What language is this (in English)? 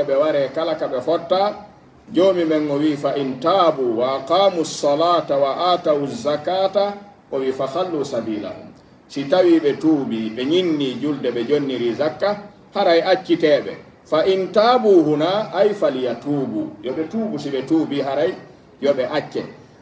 Pular